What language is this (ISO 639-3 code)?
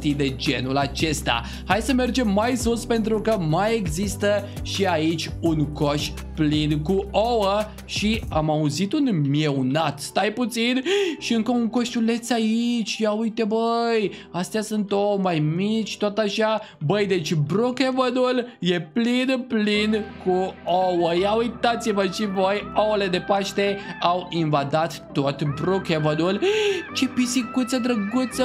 ron